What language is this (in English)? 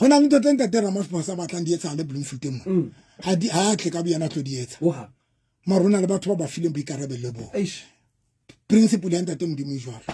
Southern Sotho